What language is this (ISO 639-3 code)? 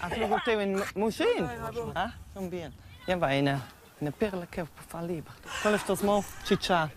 roh